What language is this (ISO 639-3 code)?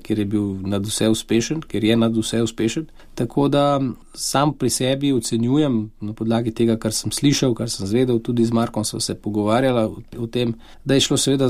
slv